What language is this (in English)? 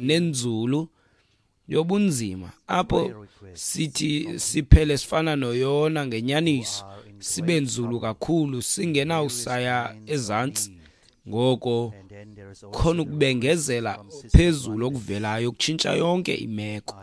Xhosa